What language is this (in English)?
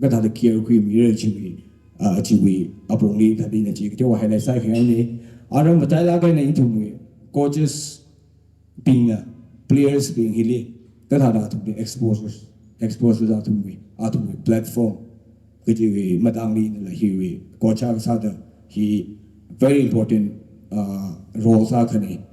Tangkhul Naga (India)